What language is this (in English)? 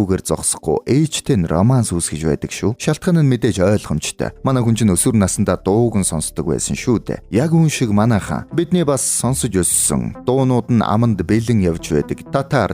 Mongolian